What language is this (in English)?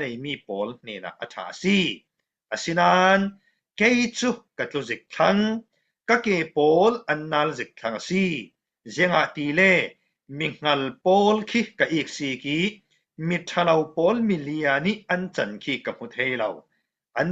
Falam Chin